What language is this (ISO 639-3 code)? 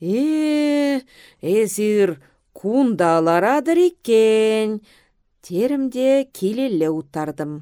chv